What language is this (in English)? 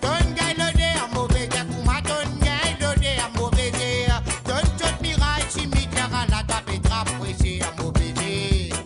Morisyen